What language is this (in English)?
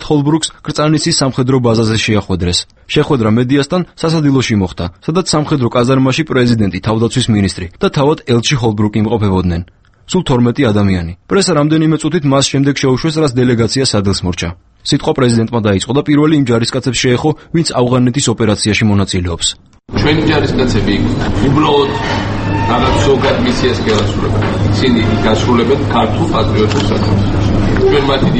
Georgian